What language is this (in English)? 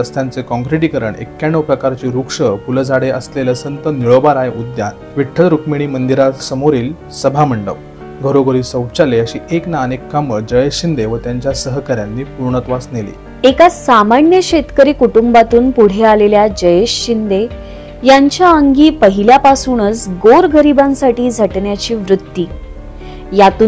Marathi